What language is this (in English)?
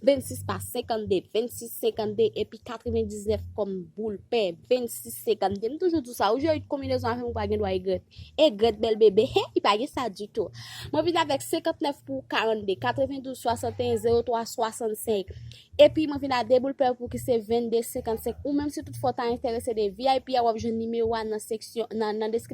Haitian Creole